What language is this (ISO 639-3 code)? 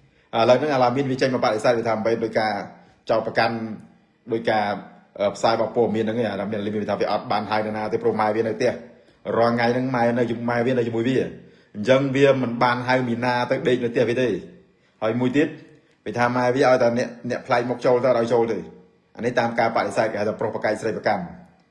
khm